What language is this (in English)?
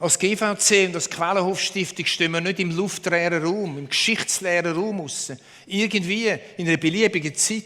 Swiss German